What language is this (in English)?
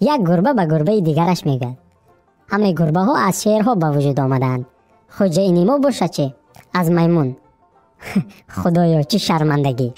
Tajik